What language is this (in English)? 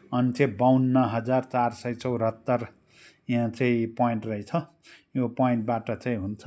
Nepali